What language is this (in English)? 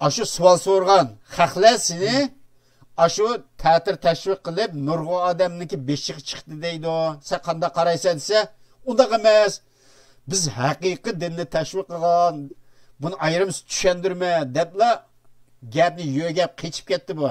Uyghur